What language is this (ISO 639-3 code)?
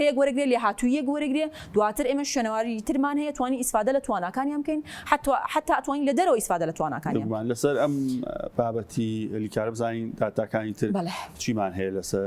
ckb